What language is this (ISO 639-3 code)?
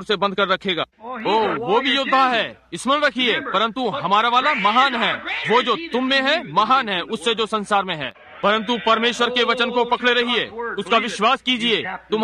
hin